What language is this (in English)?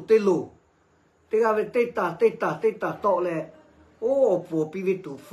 Lahu